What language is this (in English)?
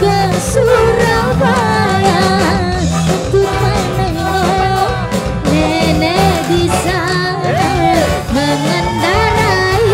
Musi